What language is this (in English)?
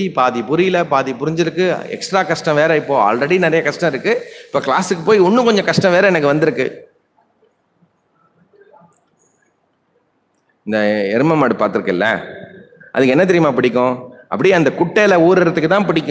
Tamil